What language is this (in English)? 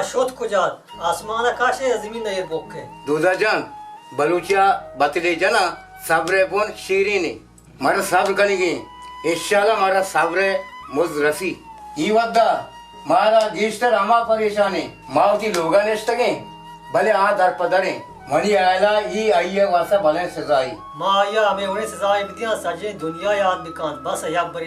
Baluchi